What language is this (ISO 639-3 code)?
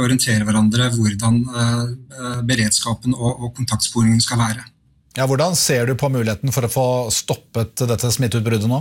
nor